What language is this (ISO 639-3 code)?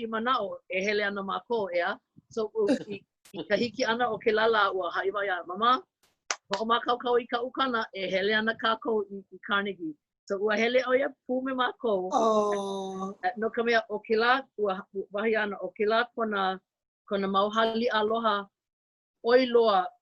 haw